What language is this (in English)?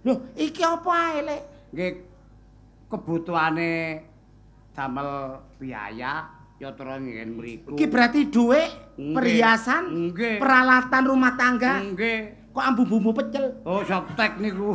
Javanese